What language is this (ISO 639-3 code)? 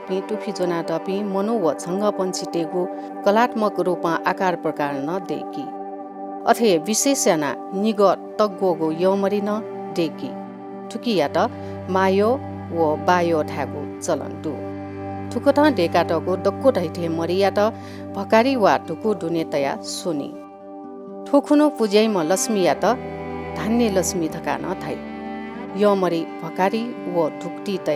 new